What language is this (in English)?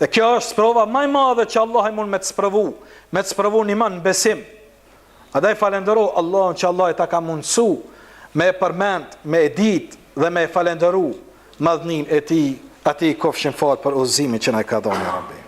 Albanian